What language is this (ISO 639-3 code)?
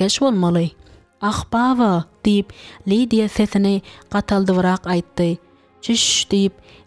tuk